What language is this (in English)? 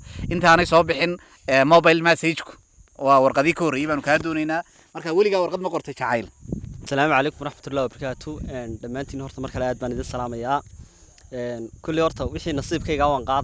Somali